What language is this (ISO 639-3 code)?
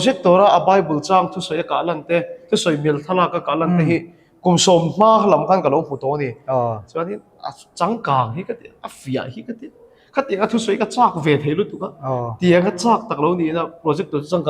lus